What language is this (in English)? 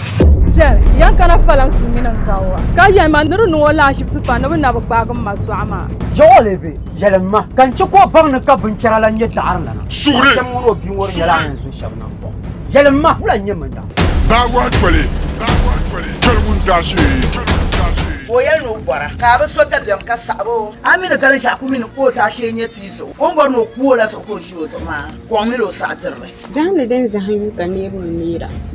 Dagbani